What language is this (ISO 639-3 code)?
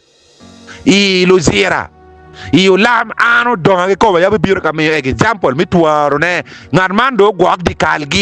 ach